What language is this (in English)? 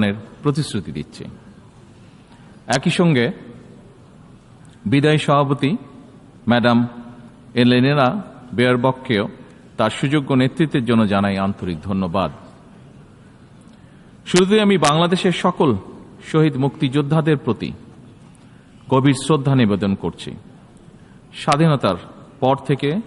Bangla